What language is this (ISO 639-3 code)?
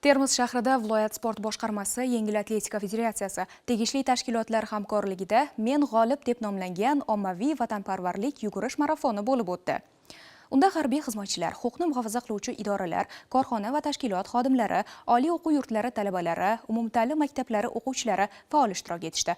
uzb